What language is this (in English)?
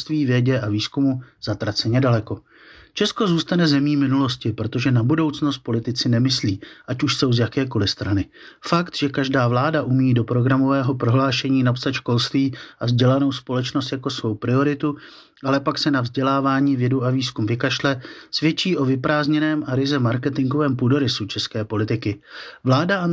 Czech